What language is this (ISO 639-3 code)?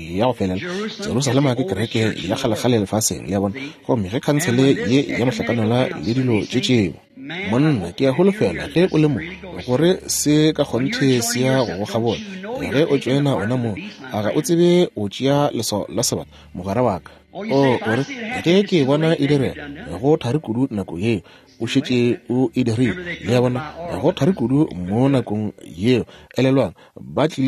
nso